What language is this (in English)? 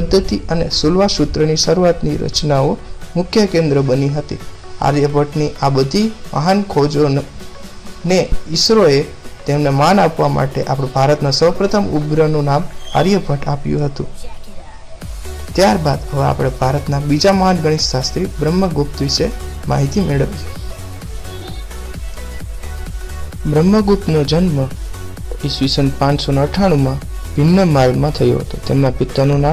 Gujarati